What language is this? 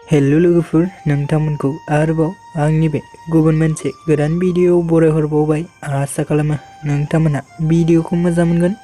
Bodo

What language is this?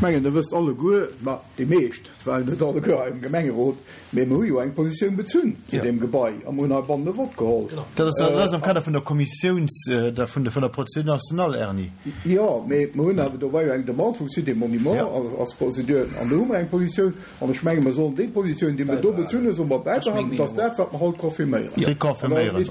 Luxembourgish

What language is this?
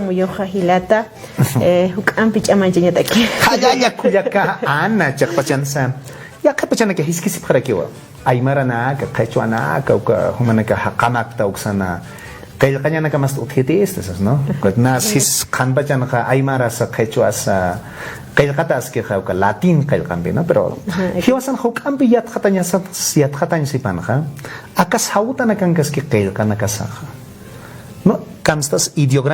Aymara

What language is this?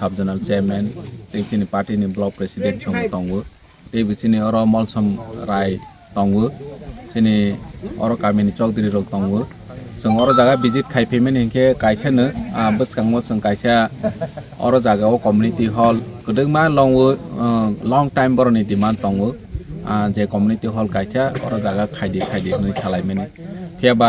Kok Borok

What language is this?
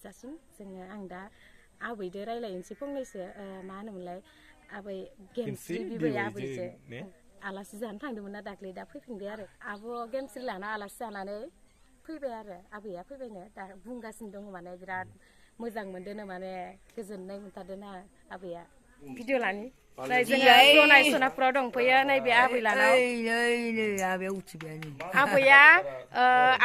Bodo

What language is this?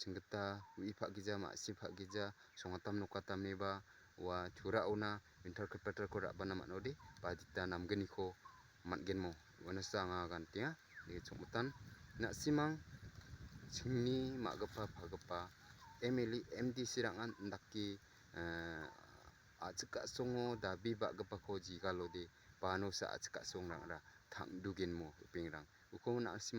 Garo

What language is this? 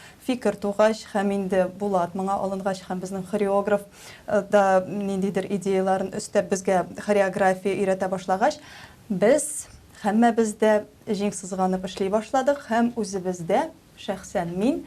Tatar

